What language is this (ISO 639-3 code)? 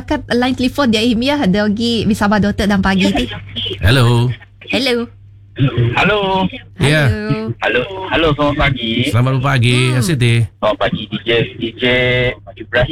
msa